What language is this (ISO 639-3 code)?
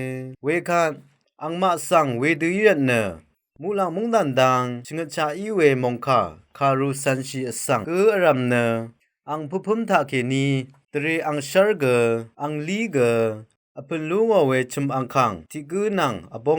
raw